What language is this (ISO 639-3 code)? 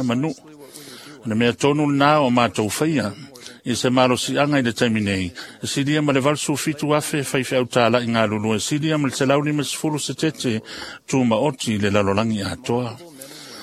smo